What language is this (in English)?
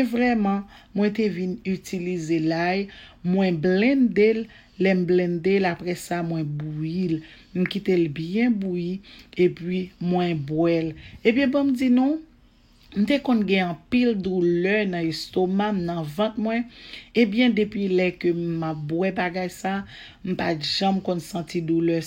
Haitian Creole